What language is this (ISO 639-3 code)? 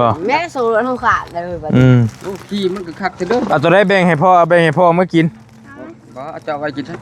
tts